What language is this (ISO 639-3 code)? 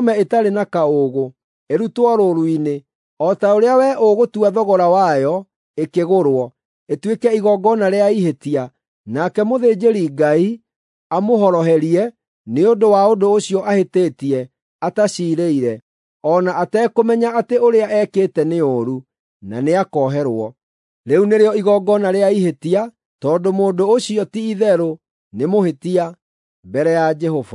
kik